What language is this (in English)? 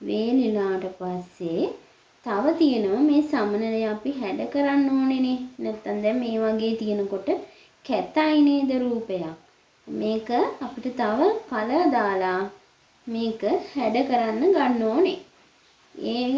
Sinhala